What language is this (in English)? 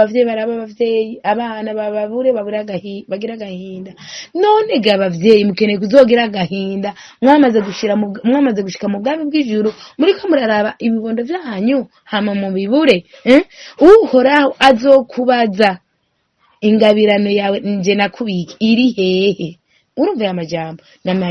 Rundi